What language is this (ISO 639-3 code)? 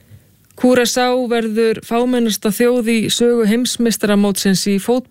isl